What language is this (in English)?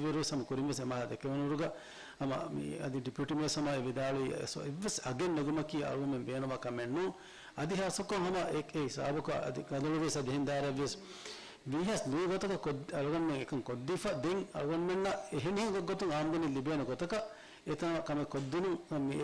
Divehi